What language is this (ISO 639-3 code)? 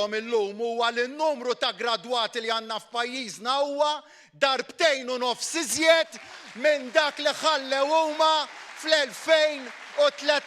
mlt